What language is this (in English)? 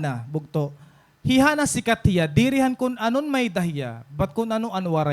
Waray